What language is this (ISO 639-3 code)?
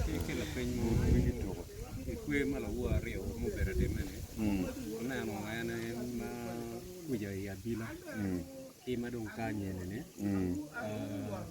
ach